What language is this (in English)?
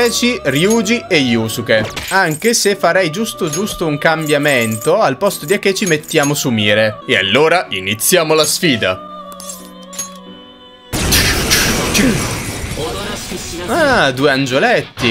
Italian